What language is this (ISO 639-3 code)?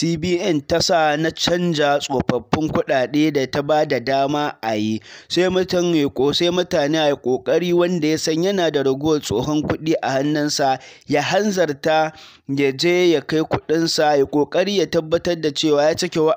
hau